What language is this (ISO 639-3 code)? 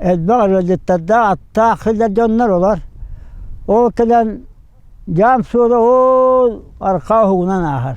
sah